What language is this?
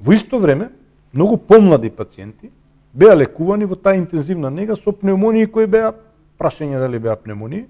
Macedonian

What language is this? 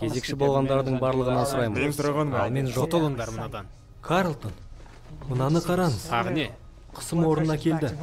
Kazakh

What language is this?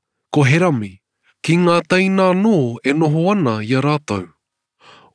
Māori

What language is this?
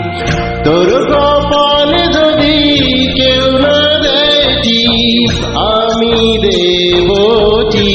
Bangla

